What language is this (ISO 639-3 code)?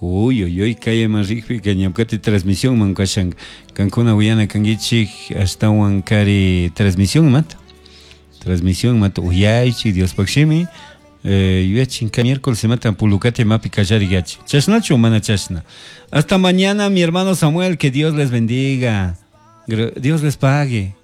qug